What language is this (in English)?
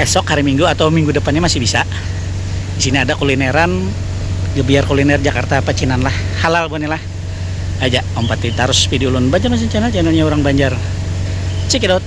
Banjar